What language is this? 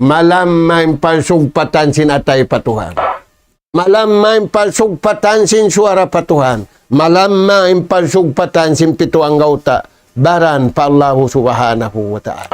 Tausug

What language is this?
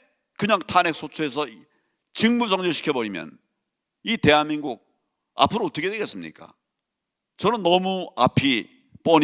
Korean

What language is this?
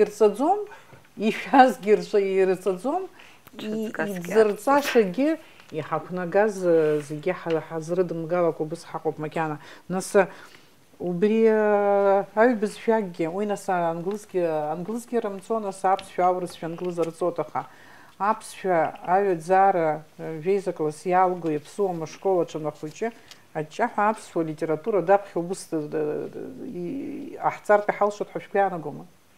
Abkhazian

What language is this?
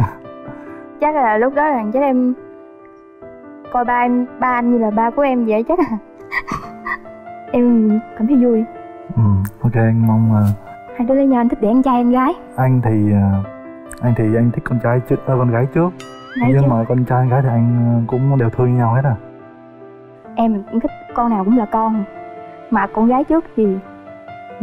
Vietnamese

